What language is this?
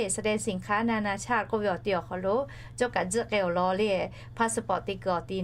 Lahu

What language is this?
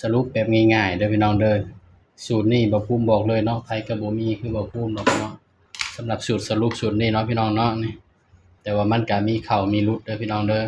Northeastern Thai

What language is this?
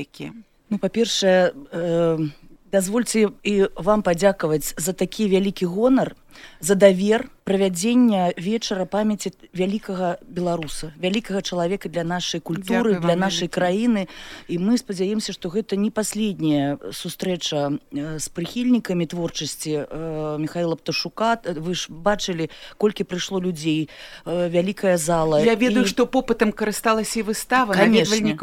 Belarusian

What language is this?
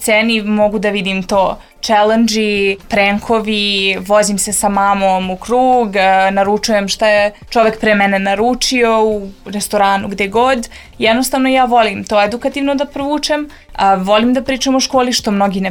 Serbian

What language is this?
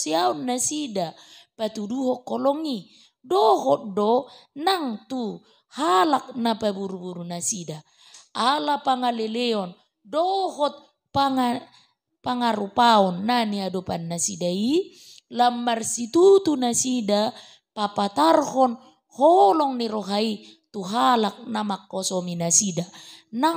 Batak Toba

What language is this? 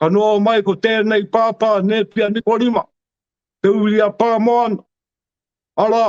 Māori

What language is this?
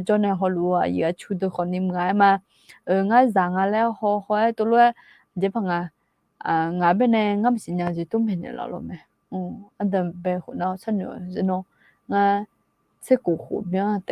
Akha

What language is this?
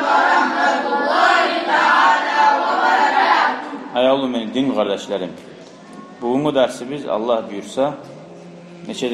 Kumyk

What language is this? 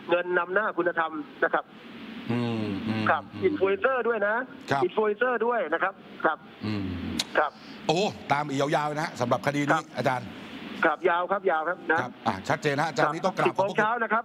Thai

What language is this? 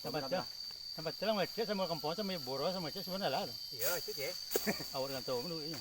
Minangkabau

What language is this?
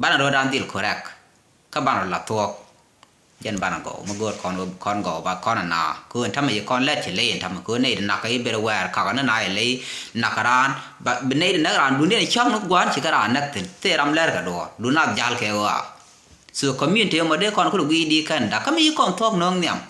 Nuer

